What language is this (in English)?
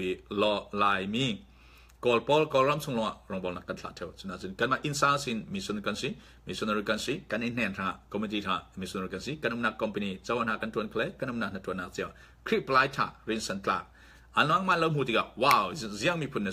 Falam Chin